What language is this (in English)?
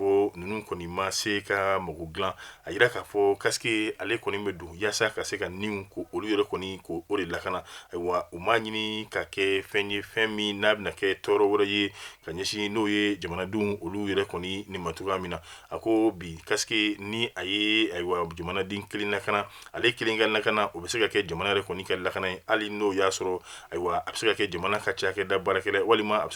Bambara